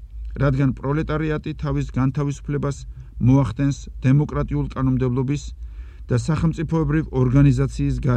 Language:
Georgian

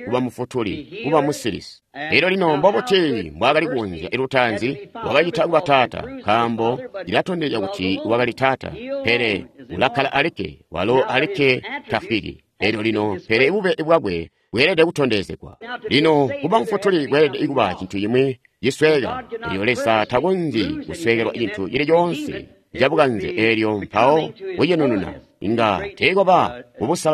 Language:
Tonga (Zambia)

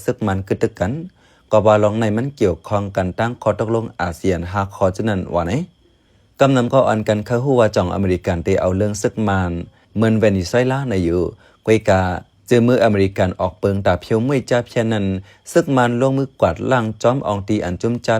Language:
Shan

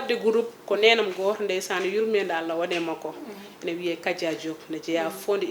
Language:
Fula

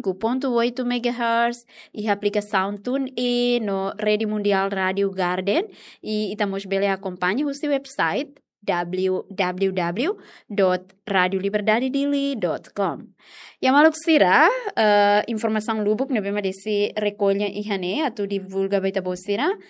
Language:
Tetum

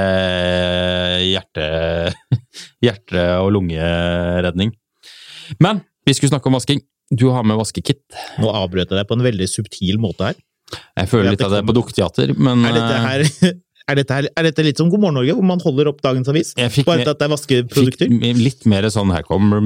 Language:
Norwegian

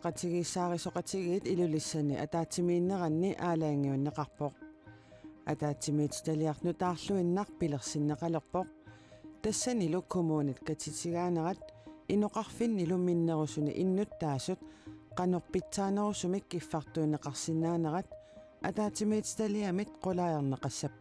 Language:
Kalaallisut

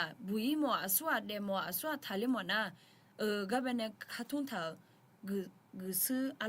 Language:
Akha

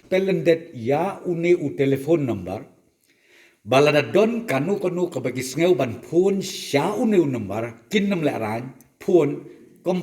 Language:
Khasi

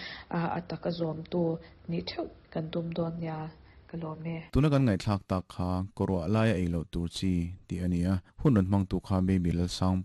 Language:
Mizo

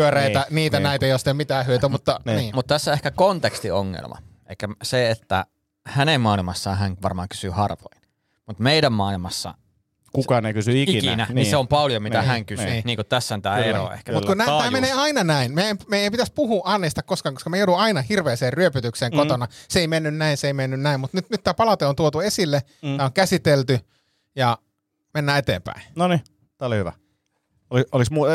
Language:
Finnish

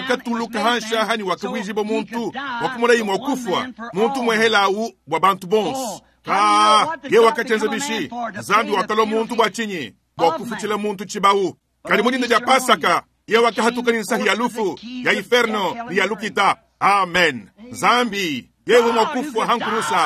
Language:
Luba-Lulua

